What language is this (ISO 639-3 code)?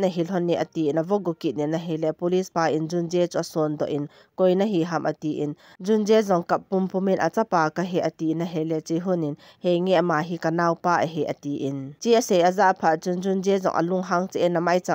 tcz